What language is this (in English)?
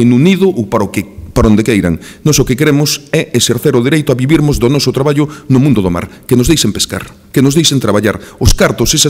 Galician